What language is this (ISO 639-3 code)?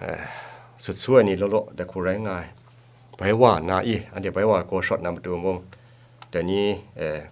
kac